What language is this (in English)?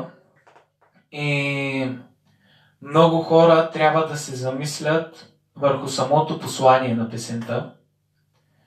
Bulgarian